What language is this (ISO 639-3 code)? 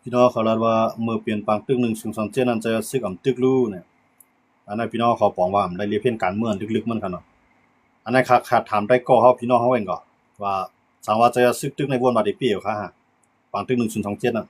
shn